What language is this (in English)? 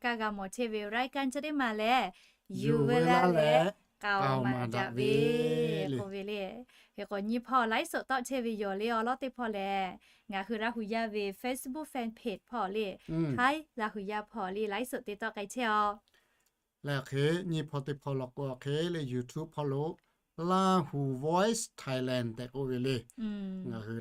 Lahu